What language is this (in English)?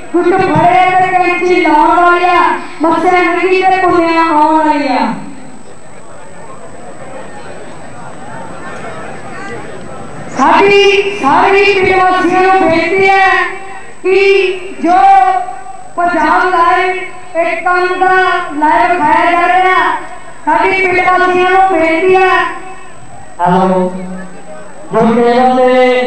Punjabi